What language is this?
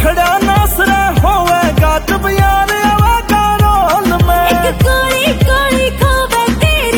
Haryanvi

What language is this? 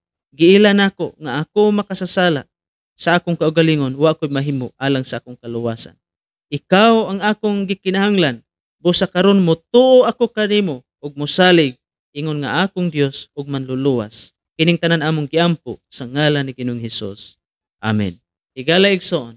Cebuano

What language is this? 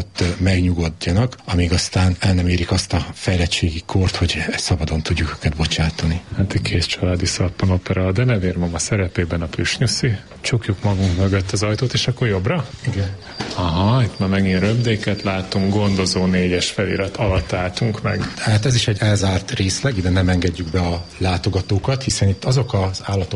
Hungarian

